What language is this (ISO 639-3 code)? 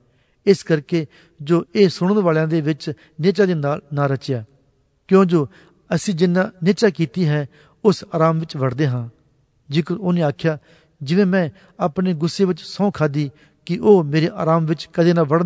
pan